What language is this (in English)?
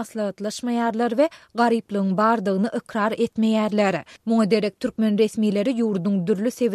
Turkmen